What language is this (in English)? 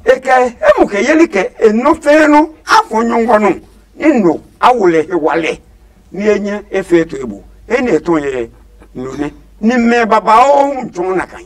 Adangme